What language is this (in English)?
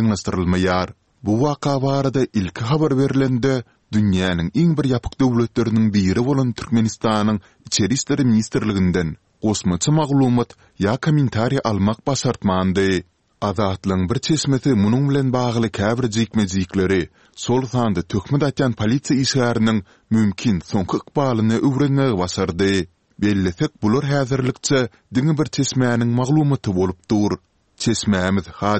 Turkmen